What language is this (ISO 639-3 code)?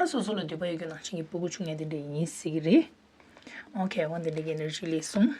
bod